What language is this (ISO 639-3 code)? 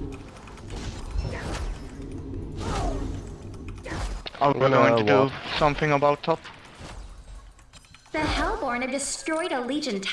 eng